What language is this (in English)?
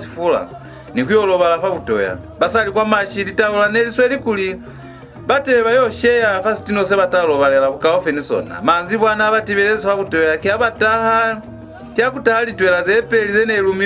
Lozi